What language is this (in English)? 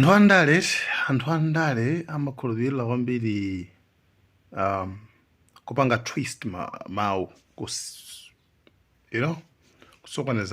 Nyanja